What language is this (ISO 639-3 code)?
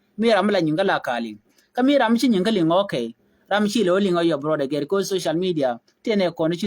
nus